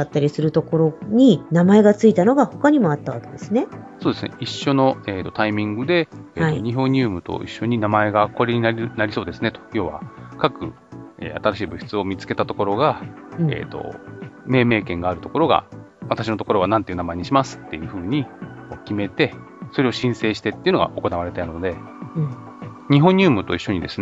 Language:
Japanese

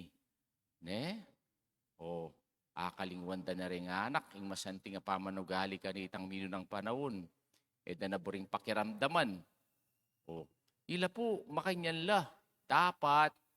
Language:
Pampanga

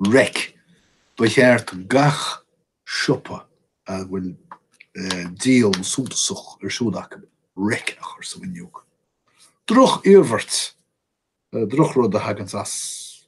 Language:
Irish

